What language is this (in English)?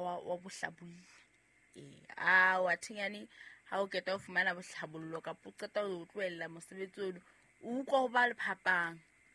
Southern Sotho